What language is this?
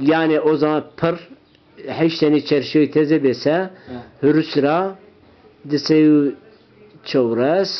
Zaza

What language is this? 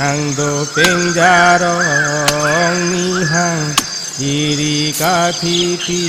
Karbi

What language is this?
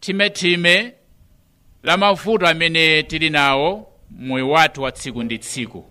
Nyanja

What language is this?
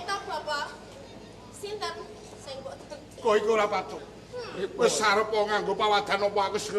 Javanese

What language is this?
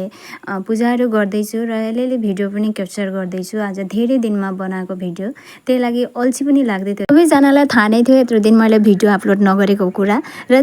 Nepali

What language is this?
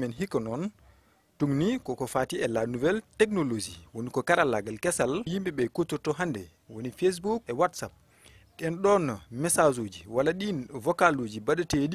Fula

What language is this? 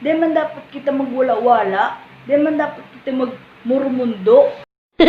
Bikol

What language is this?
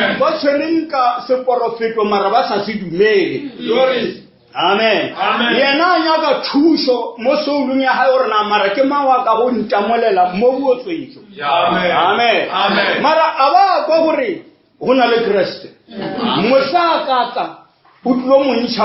Northern Sotho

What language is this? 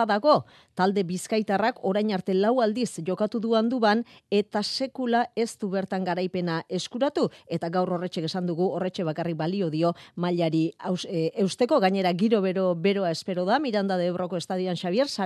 Basque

